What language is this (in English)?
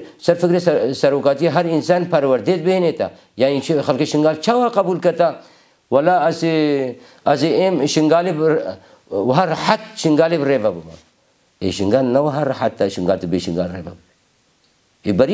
Kurdish